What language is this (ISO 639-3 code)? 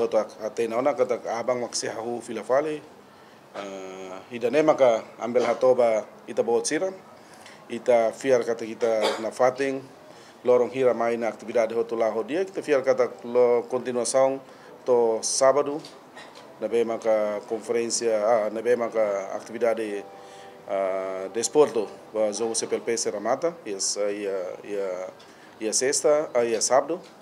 tet